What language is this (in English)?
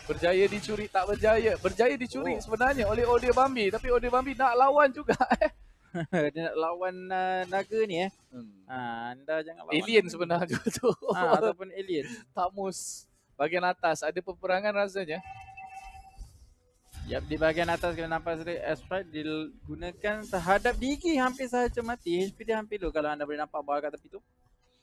Malay